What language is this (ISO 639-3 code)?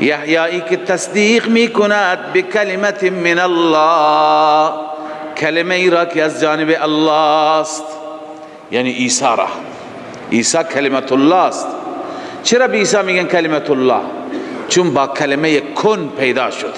fas